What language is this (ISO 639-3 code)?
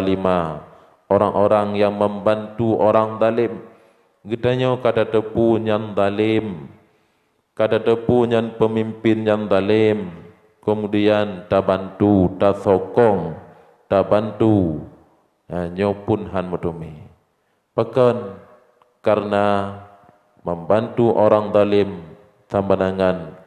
ace